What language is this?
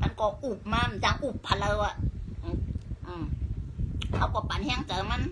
Shan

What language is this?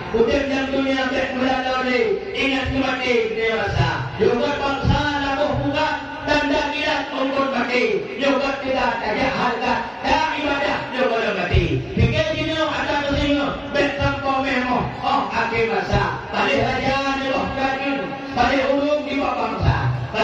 Achinese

